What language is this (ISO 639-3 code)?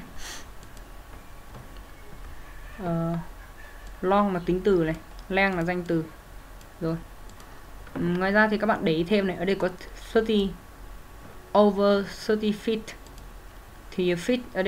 vie